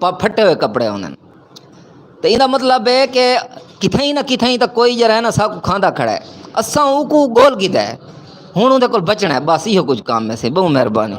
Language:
Saraiki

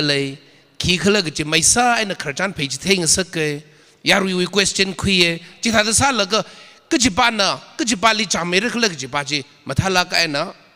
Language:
Tangkhul Naga (India)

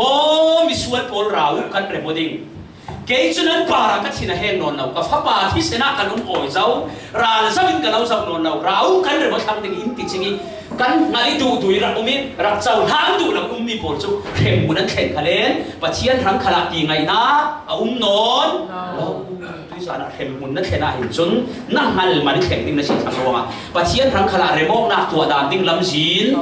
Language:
Falam Chin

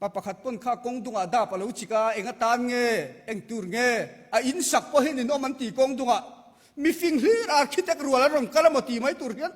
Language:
Mizo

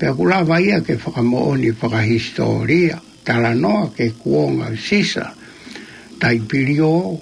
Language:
Tongan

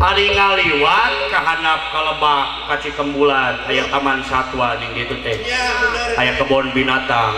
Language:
Sundanese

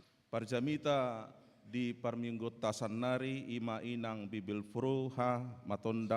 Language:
Batak Toba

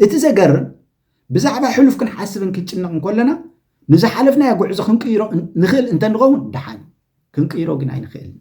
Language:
Tigrinya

